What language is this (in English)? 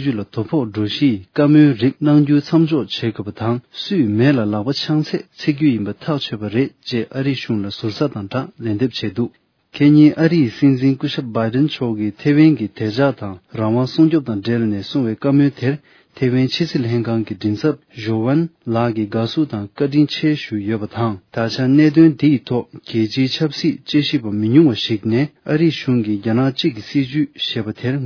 Tibetan